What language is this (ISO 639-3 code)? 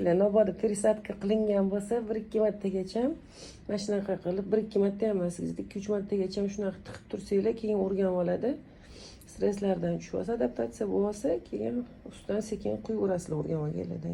uzb